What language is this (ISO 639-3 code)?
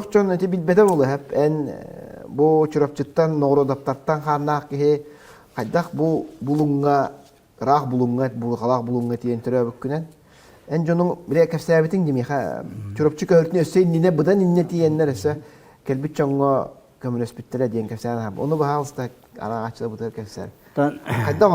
sah